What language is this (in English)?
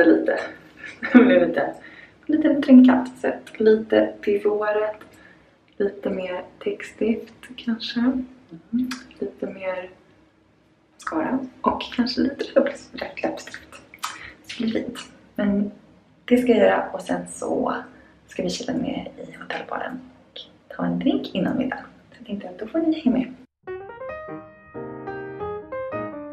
Swedish